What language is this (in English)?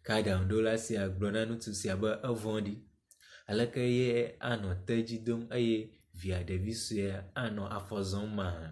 Ewe